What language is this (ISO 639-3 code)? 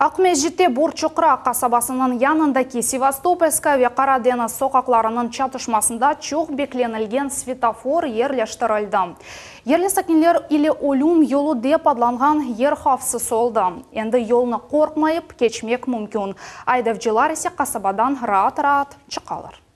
crh